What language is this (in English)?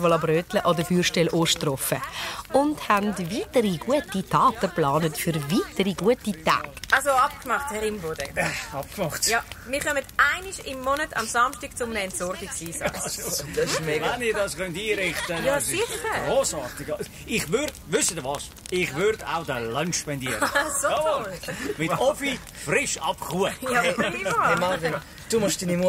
Swiss German